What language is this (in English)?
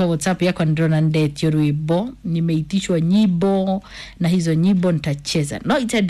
Kikuyu